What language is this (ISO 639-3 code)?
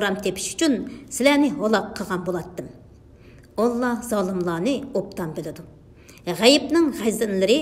uig